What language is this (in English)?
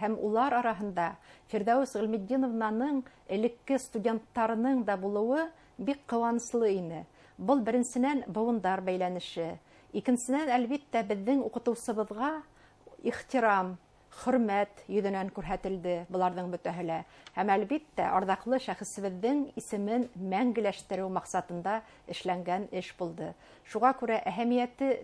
Bashkir